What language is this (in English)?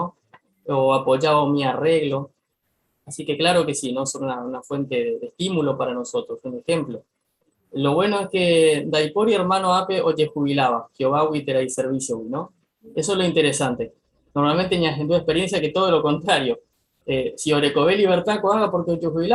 Guarani